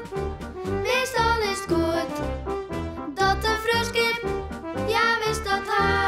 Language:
Western Frisian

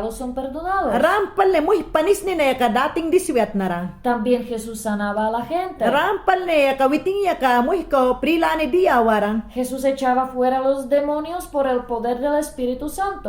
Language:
Mayangna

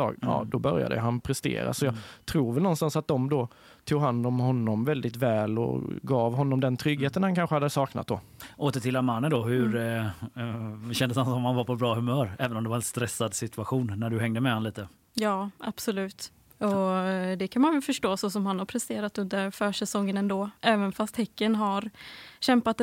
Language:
Swedish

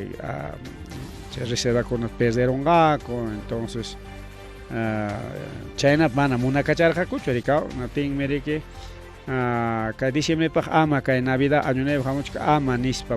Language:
Ayacucho Quechua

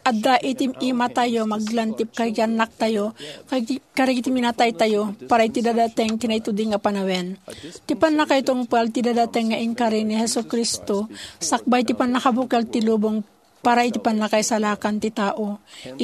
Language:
Iloko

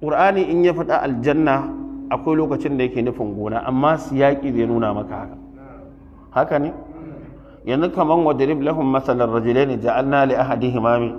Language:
Hausa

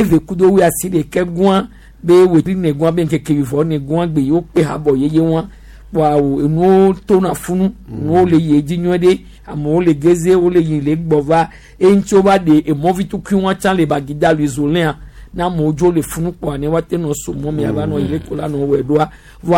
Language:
Gen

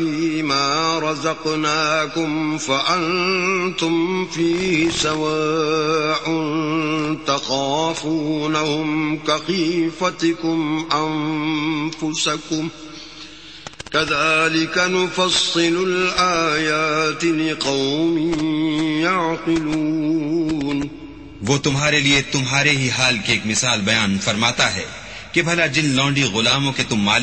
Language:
Urdu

